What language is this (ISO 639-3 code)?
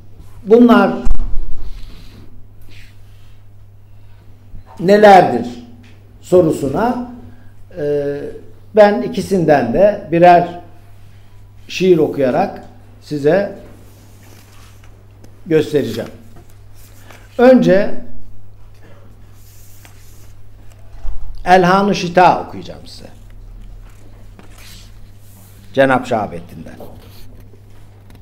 tur